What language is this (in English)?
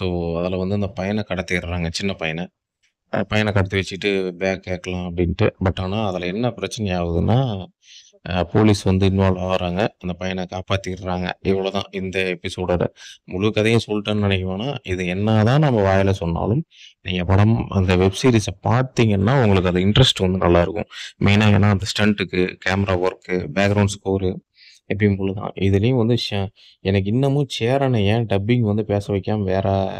Tamil